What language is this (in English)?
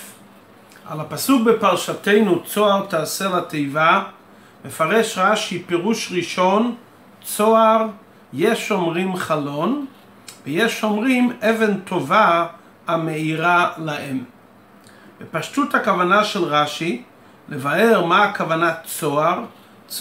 Hebrew